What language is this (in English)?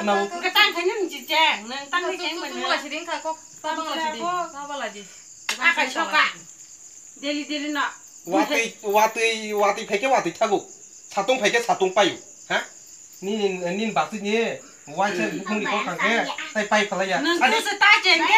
Kok Borok